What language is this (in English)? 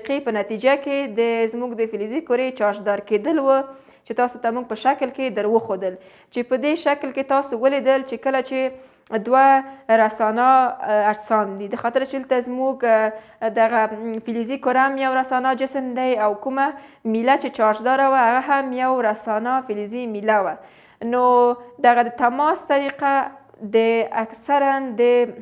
Pashto